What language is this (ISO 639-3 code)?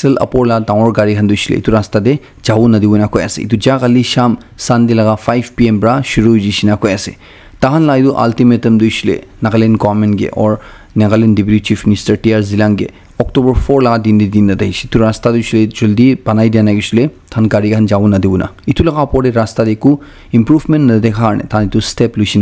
nag